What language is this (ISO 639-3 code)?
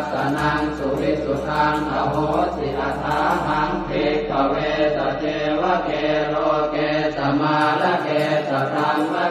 pli